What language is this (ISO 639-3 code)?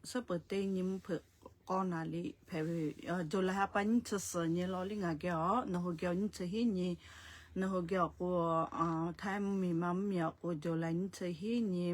lhu